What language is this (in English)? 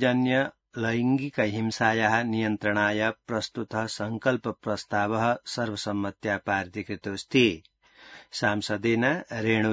Sanskrit